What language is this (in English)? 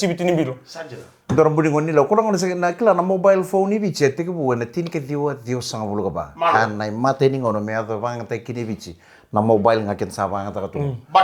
Fijian